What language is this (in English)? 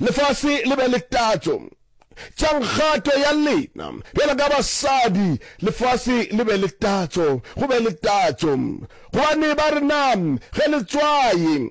Northern Sotho